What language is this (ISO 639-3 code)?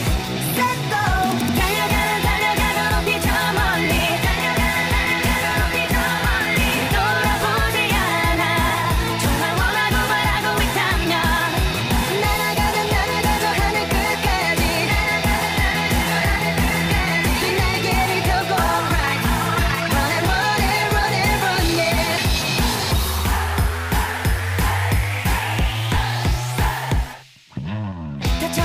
kor